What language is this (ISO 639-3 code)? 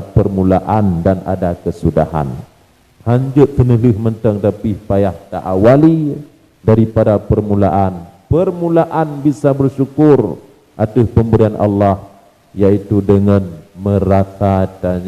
ace